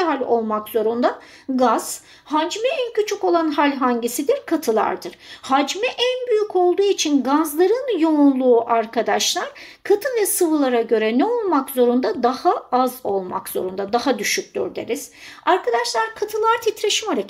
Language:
Turkish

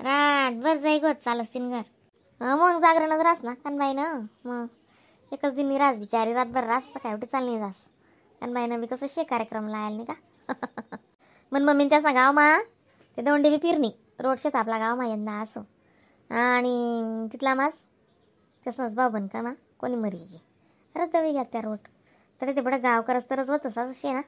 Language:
Khandesi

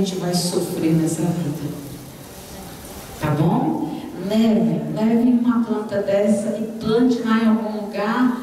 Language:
Portuguese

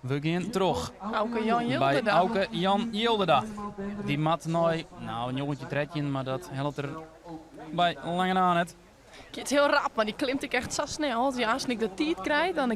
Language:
Western Frisian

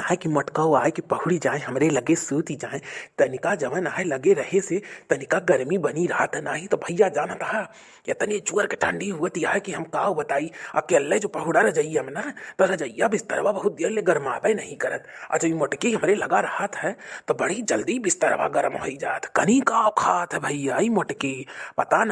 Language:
Awadhi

